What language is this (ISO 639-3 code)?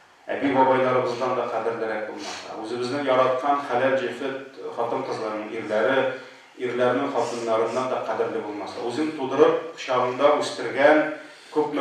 tat